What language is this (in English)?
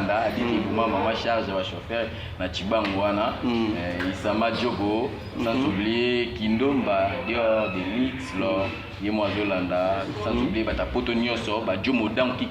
Lingala